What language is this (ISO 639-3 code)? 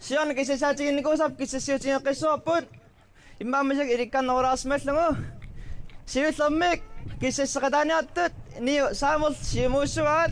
kal